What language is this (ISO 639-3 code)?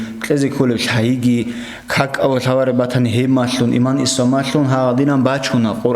ava